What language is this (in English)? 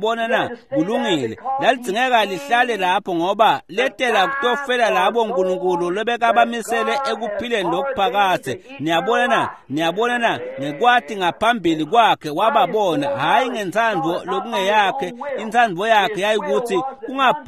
Swati